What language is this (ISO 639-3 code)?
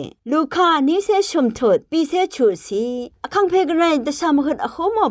raw